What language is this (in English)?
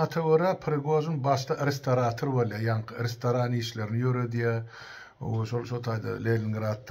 Turkmen